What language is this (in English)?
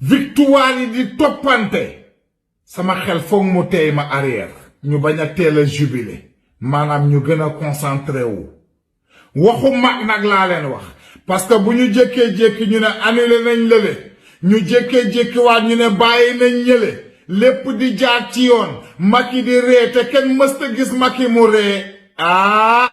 Wolof